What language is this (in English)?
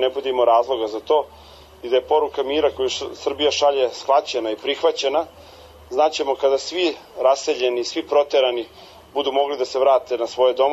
Serbian